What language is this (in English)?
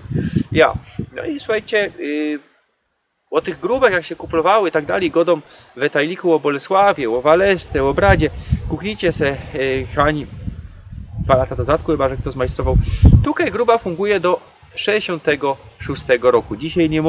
Silesian